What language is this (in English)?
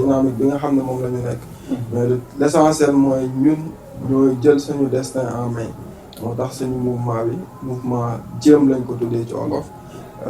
Wolof